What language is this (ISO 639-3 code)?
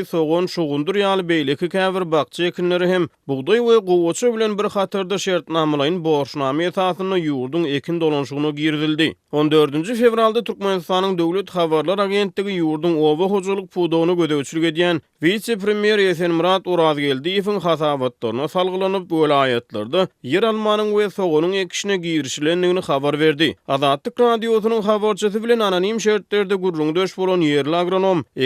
tuk